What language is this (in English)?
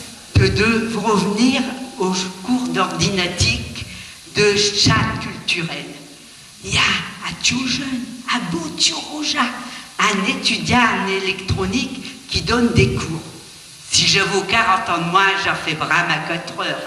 Picard